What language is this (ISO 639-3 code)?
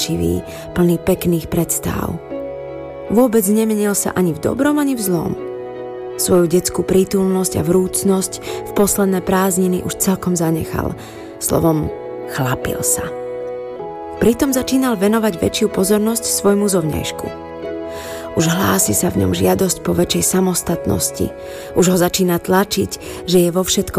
slk